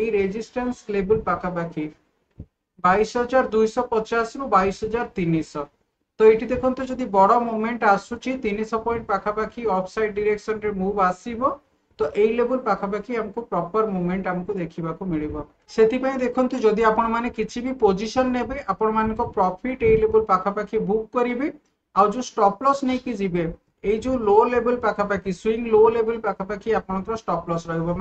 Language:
Odia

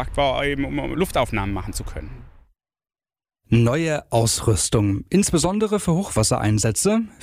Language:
German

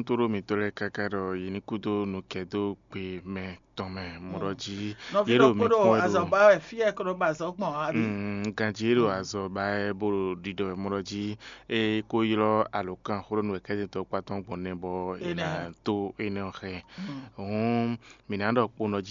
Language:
Fon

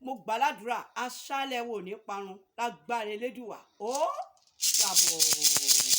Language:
Yoruba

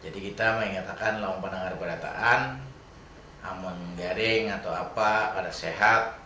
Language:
Banjar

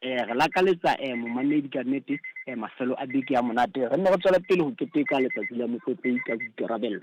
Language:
Southern Sotho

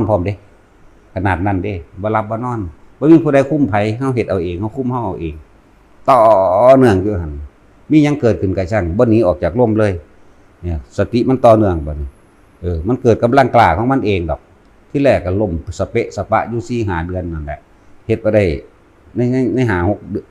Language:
Northeastern Thai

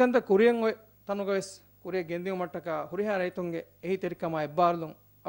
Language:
Divehi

